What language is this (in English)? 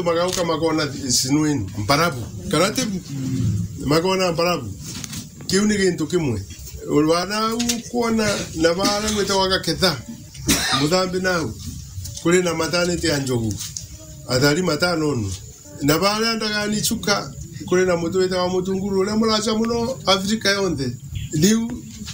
Meru